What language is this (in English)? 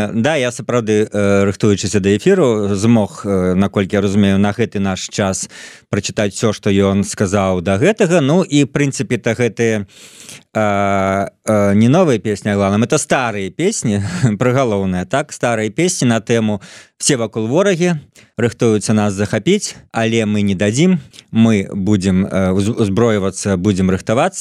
Belarusian